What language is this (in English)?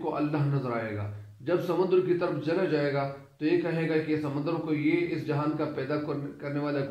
Urdu